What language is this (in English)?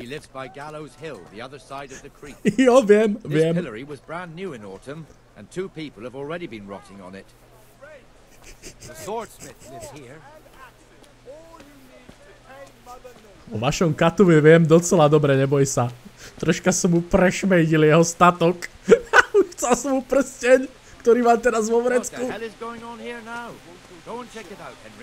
Slovak